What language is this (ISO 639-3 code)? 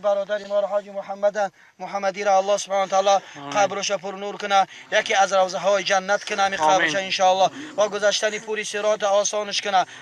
tgk